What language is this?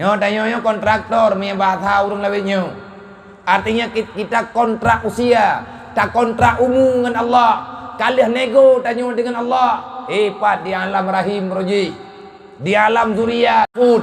Achinese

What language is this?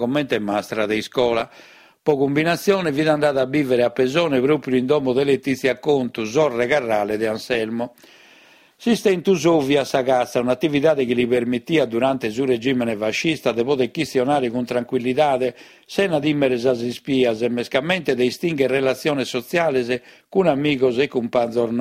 Sardinian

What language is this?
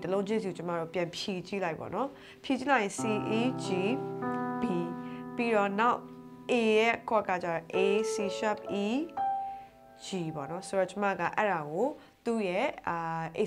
Burmese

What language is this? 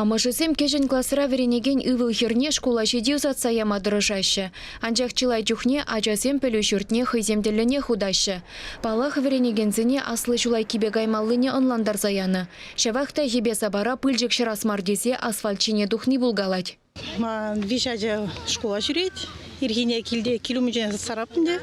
Chuvash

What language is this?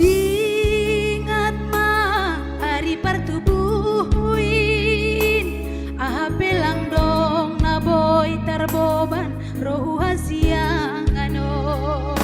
Batak Simalungun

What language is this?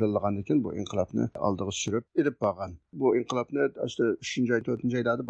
Uyghur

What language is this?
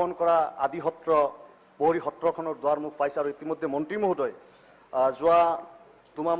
Assamese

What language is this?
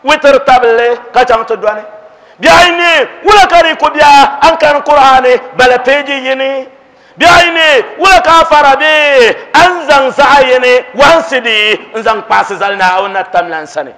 Dagbani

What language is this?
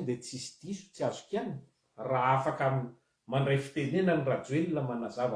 Malagasy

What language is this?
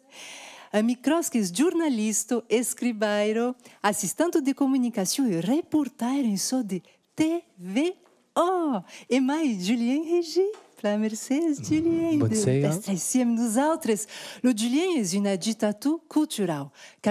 Occitan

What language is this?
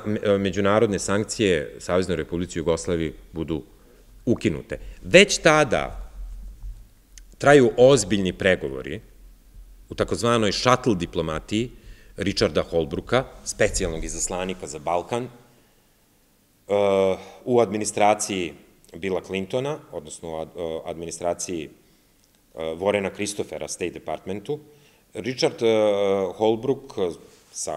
Serbian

